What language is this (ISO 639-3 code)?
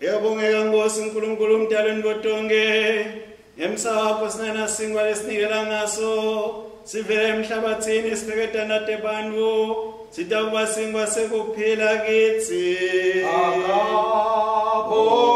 ssw